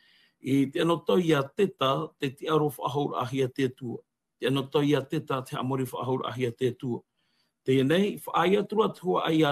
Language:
Tahitian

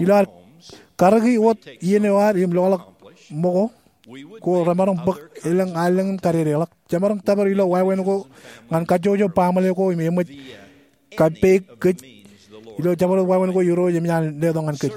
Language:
Marshallese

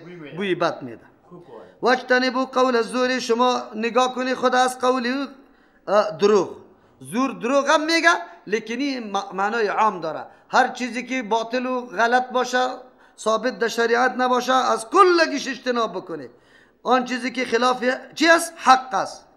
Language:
Persian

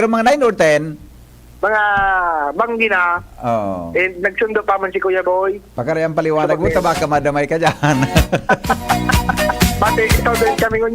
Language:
Bikol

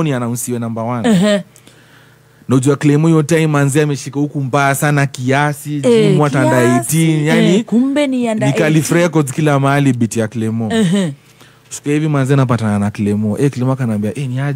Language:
Swahili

